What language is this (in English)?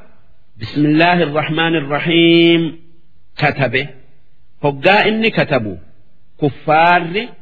Oromo